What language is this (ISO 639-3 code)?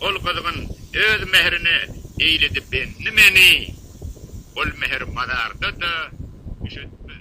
tuk